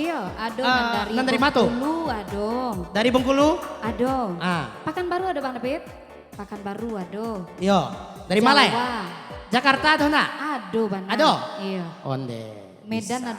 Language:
Minangkabau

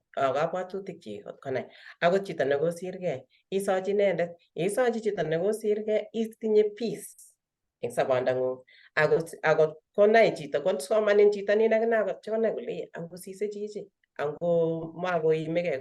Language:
Kalenjin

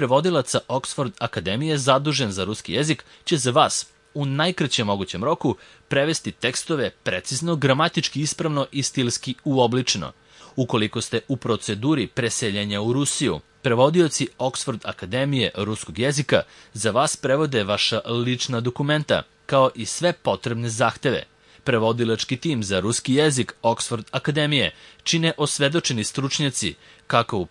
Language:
Serbian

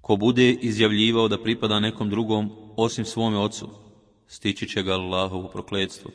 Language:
Bosnian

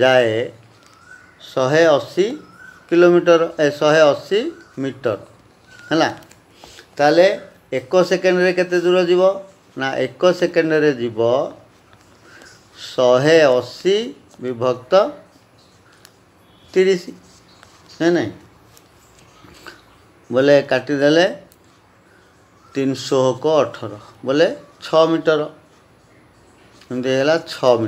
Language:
Odia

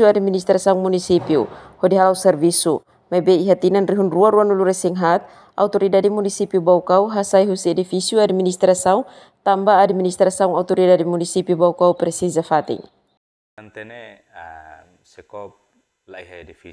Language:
Tetum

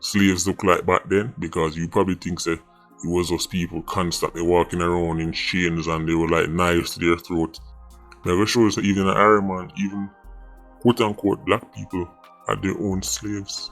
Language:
Jamaican Creole English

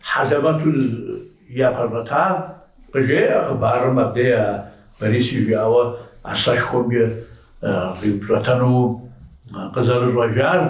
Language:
Kabardian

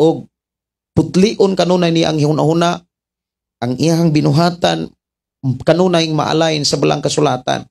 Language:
Cebuano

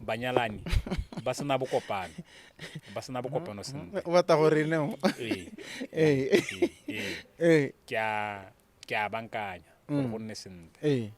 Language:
Tswana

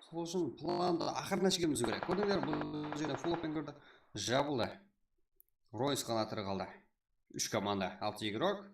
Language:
Kara-Kalpak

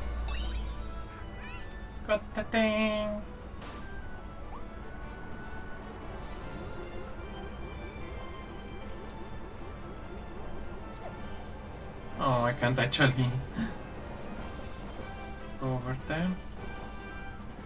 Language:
English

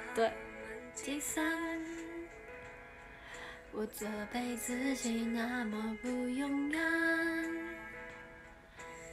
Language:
Chinese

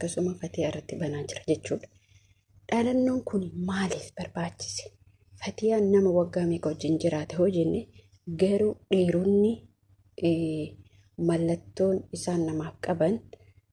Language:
Oromo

